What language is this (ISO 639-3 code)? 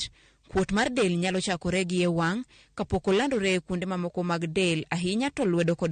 luo